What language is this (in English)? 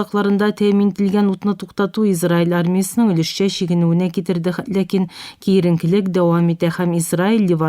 Tatar